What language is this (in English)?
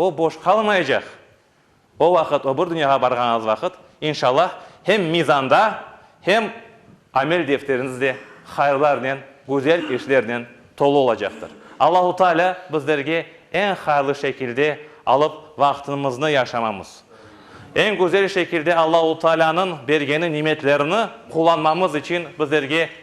Crimean Tatar